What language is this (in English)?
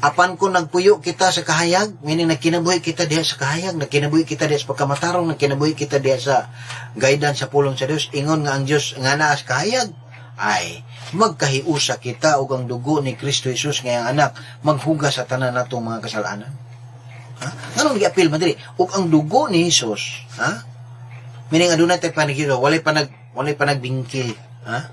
Cebuano